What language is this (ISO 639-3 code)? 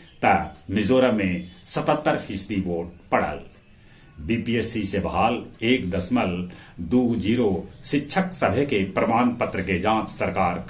mag